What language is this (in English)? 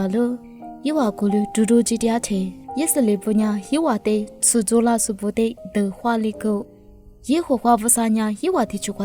Lisu